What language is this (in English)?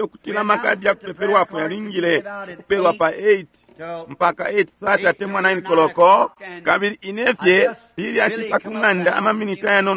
Bemba